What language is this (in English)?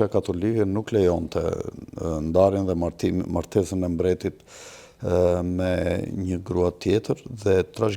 Albanian